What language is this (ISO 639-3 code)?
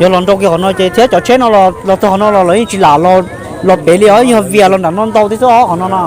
hmn